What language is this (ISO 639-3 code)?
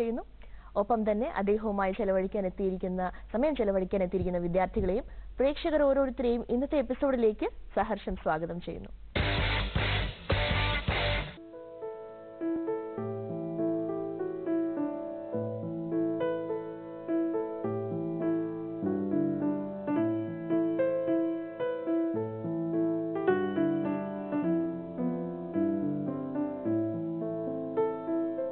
mal